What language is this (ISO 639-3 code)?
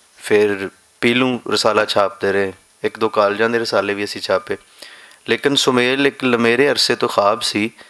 lah